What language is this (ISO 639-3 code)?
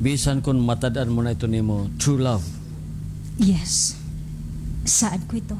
war